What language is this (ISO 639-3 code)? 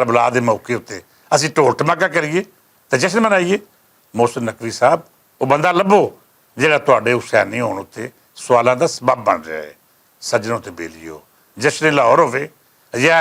lah